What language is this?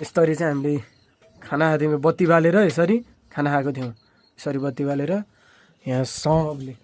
Nepali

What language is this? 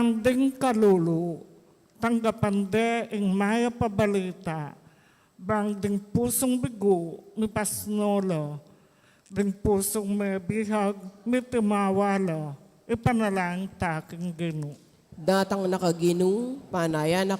Pampanga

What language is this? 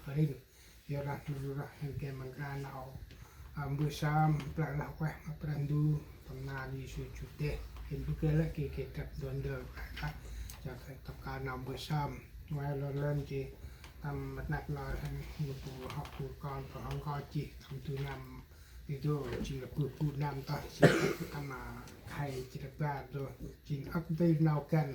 Central Mnong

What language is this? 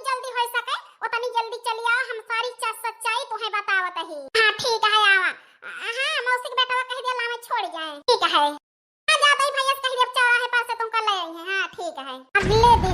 Awadhi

